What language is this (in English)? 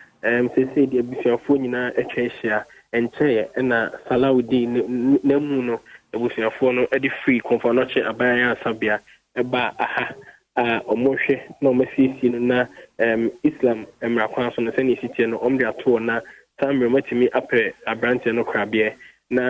Akan